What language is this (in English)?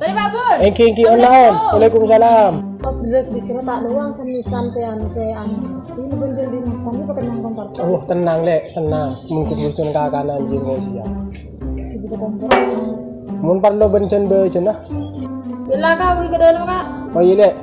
Madurese